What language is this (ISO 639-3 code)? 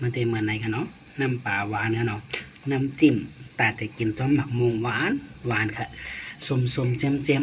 shn